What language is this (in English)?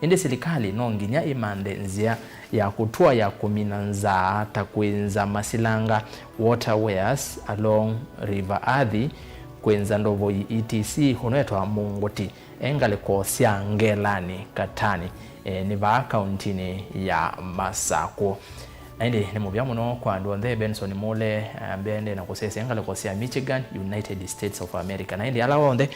Kamba